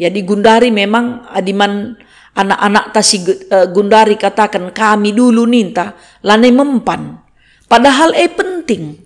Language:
Batak Karo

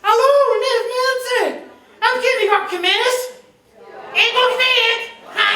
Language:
Limburgish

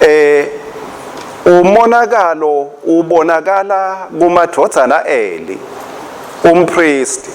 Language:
Swati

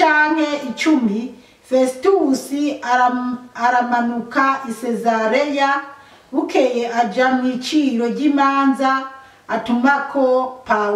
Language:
Rundi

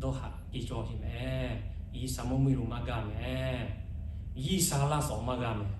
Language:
Lahu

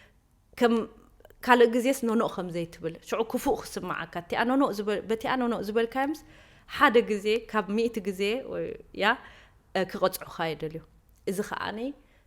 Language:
Tigrinya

